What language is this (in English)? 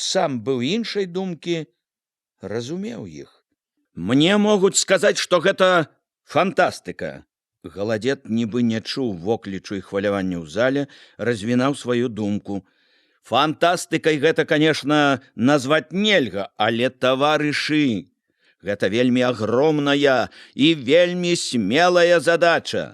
Belarusian